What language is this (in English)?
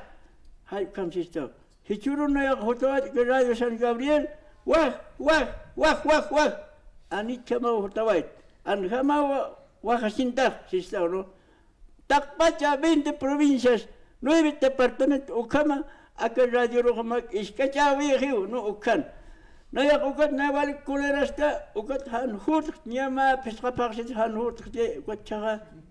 Aymara